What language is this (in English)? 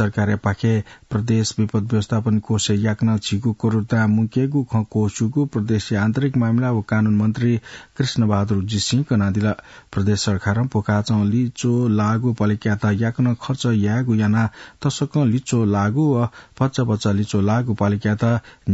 Newari